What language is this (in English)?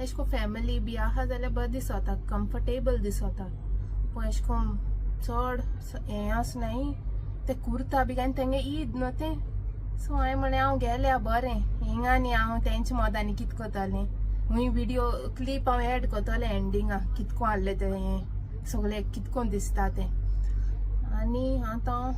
Konkani